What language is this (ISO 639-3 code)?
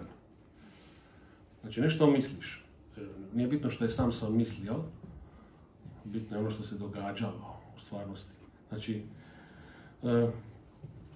hrv